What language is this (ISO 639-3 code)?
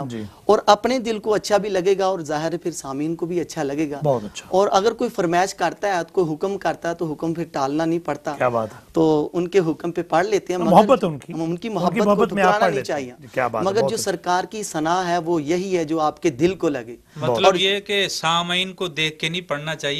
urd